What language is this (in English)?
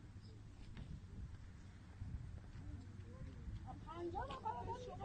Persian